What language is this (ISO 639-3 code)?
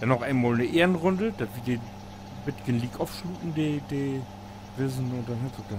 nds